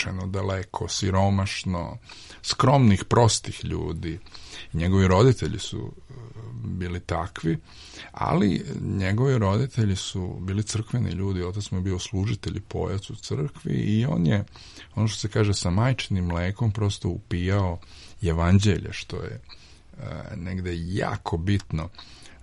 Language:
Serbian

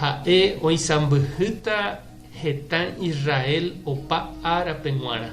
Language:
Guarani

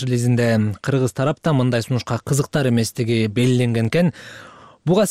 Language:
Kyrgyz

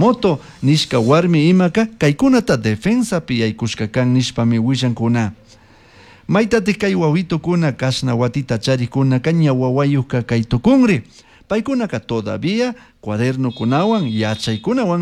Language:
Chimborazo Highland Quichua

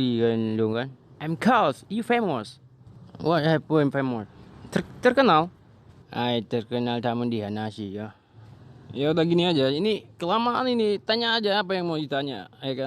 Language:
Achinese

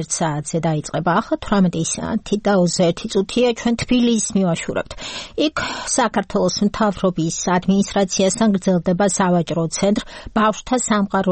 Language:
Georgian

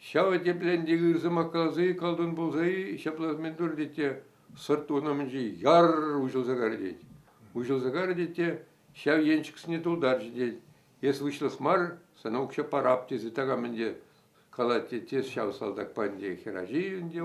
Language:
Chuvash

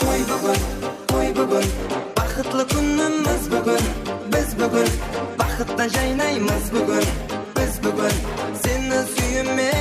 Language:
Kara-Kalpak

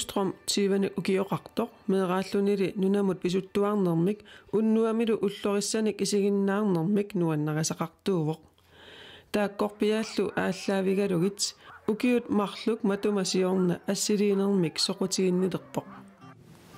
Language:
Kalaallisut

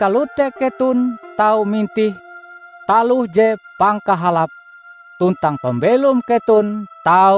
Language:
Ngaju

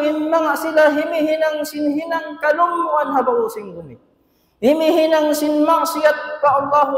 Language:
Tausug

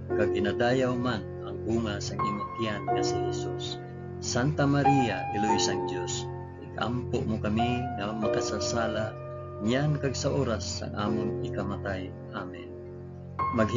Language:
Hiligaynon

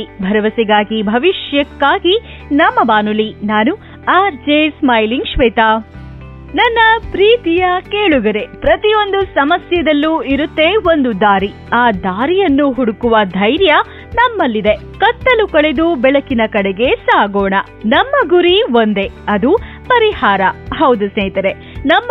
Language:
Kannada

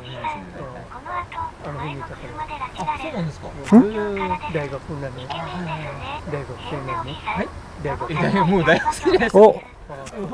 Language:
Japanese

